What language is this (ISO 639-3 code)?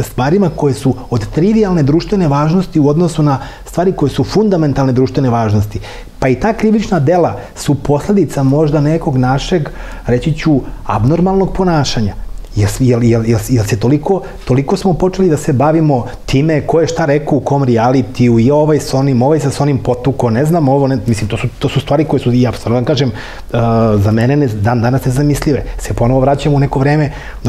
srp